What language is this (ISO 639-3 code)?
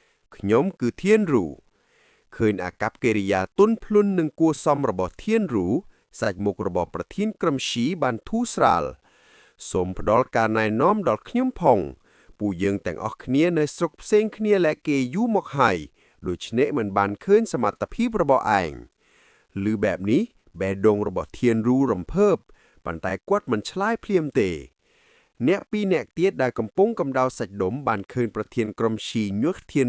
khm